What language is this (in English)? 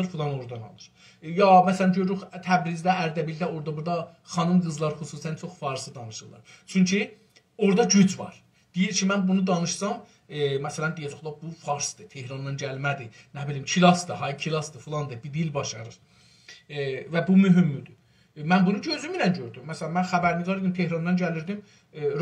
South Azerbaijani